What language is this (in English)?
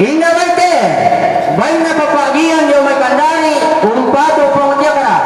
Toraja-Sa'dan